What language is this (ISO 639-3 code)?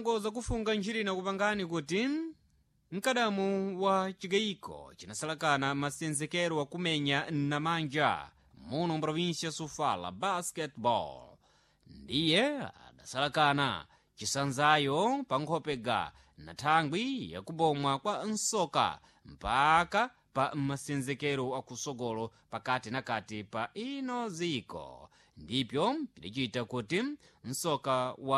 seh